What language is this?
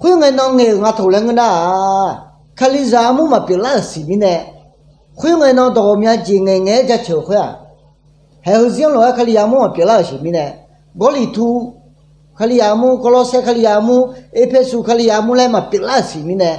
Akha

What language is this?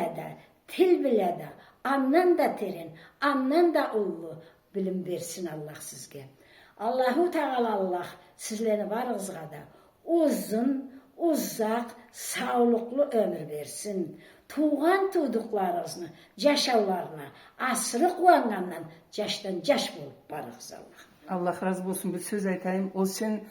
Karachay-Balkar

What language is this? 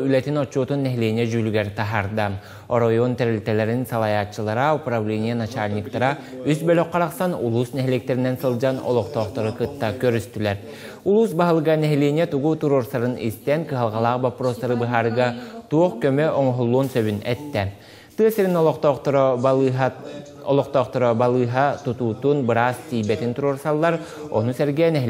Yakut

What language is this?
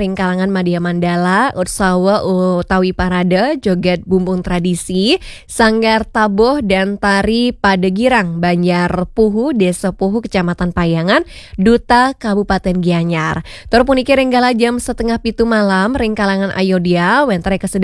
Balinese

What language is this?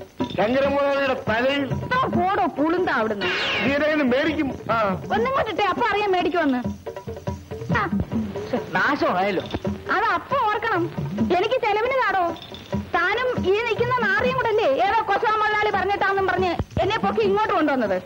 Malayalam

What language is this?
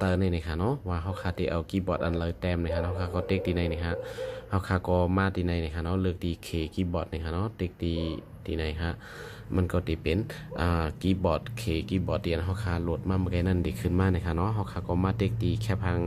Shan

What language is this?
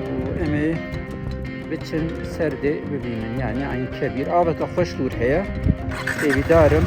Kurdish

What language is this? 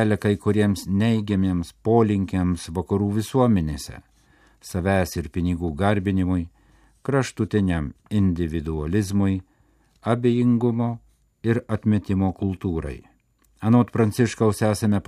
Lithuanian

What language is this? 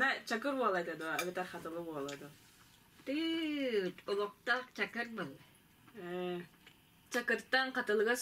Yakut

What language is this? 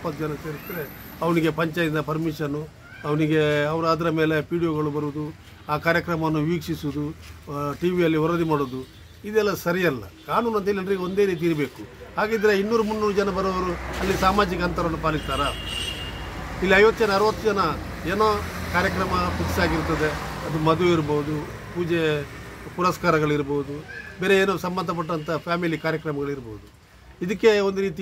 Kannada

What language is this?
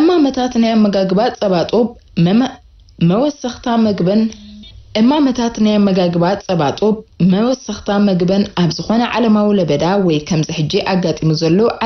Tigrinya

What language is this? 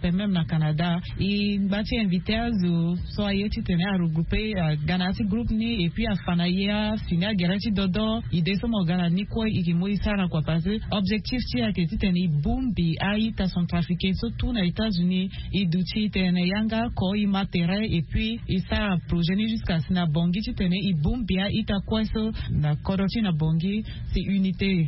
Sango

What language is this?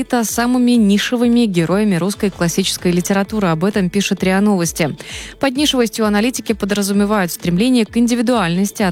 Russian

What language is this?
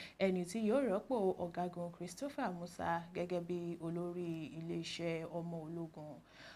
Yoruba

